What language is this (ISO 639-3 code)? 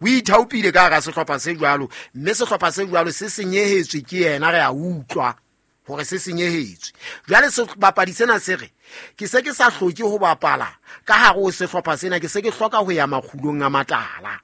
sot